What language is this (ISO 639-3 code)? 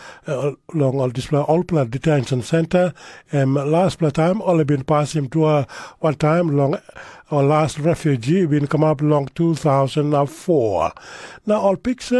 tpi